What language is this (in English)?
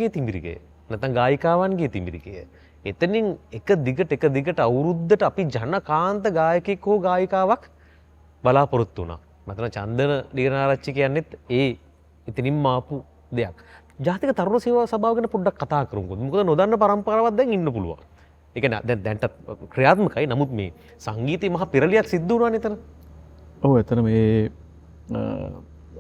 Sinhala